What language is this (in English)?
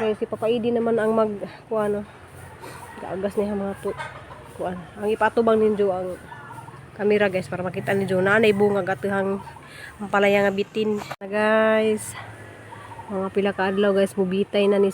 Cebuano